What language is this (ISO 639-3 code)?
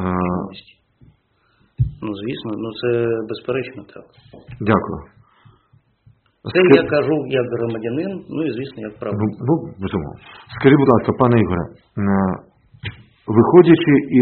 ukr